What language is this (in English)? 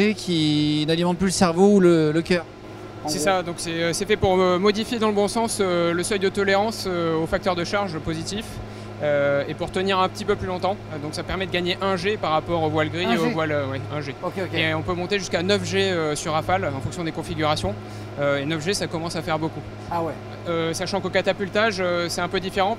French